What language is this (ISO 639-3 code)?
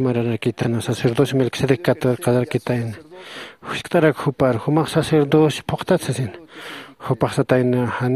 aym